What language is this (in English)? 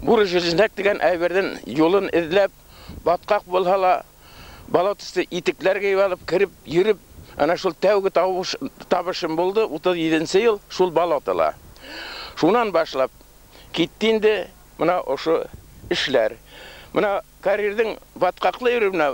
Bashkir